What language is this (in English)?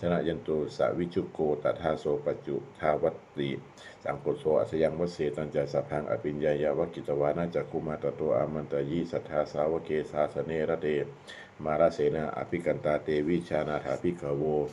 Pali